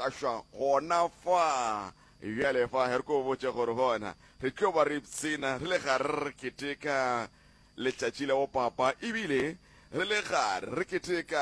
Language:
Northern Sotho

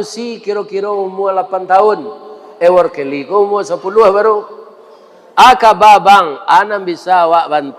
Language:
Minangkabau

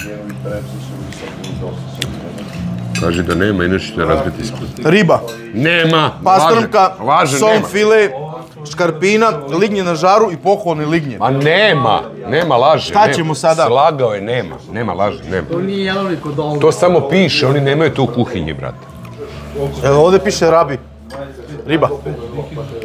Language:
Serbian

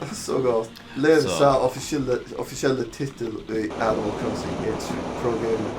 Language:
Faroese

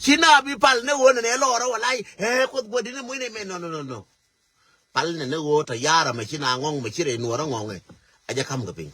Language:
Nuer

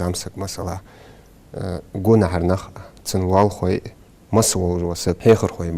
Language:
Ingush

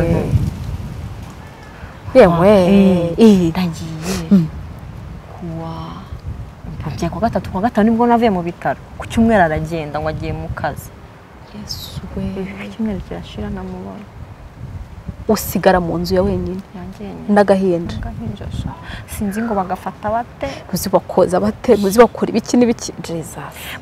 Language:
Kinyarwanda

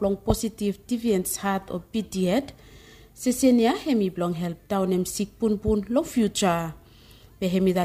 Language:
Bislama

